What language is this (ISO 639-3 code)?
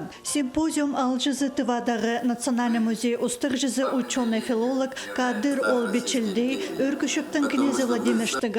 kjh